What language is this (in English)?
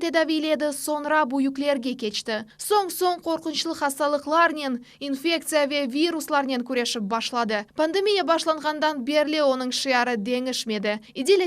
Crimean Tatar